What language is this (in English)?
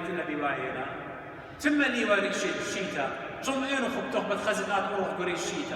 Assyrian Neo-Aramaic